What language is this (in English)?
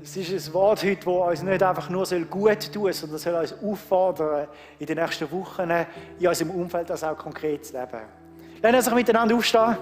Swiss German